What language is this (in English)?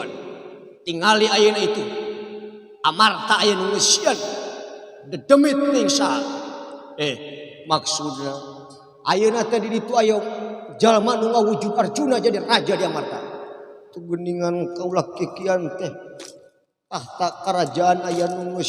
Sundanese